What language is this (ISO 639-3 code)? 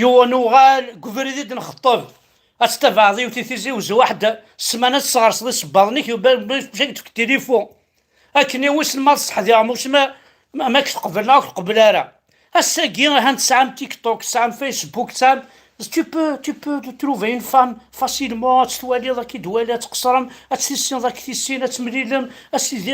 kab